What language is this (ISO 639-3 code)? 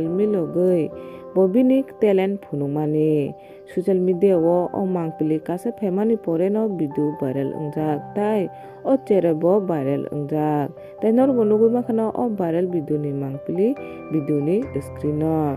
trp